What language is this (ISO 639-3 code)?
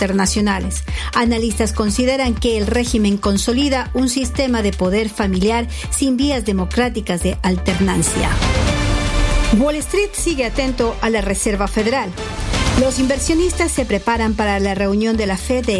spa